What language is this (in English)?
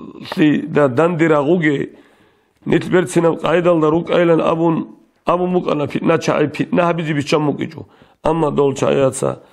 Avaric